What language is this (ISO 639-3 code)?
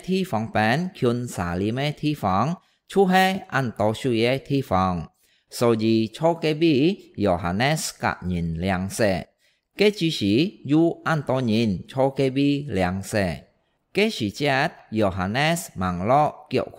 hak